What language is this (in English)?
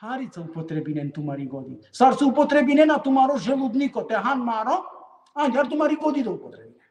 Balkan Romani